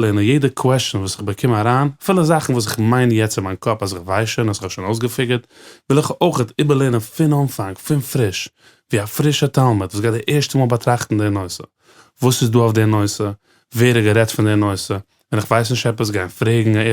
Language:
Yiddish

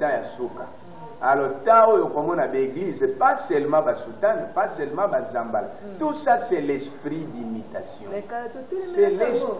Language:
Lingala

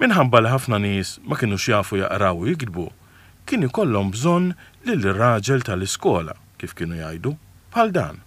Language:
Maltese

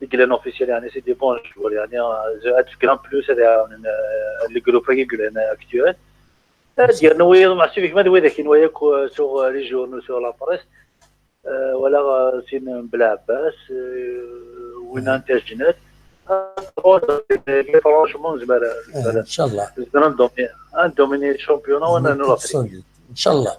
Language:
Kabyle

